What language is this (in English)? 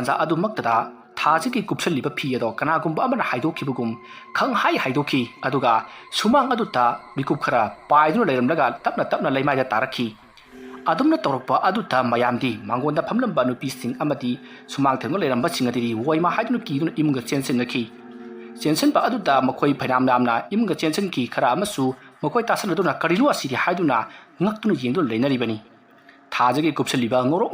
Manipuri